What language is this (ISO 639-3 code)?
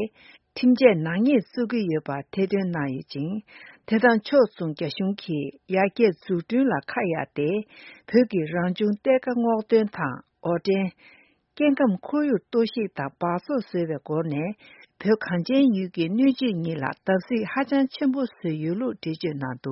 bod